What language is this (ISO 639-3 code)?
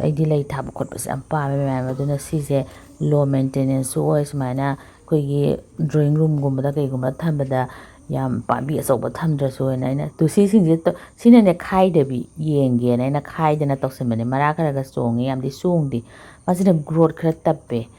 mni